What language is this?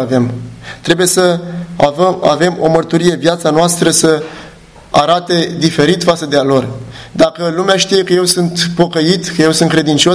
Romanian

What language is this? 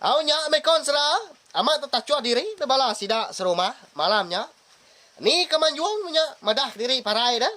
Iban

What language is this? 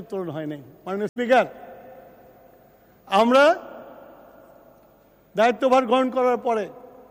Bangla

